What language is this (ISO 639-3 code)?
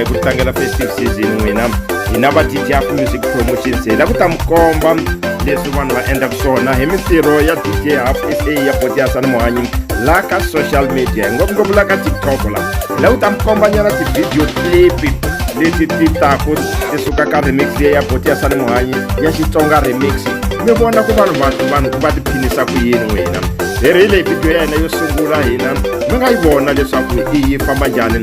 tso